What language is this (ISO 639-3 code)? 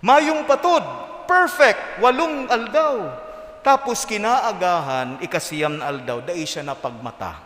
bik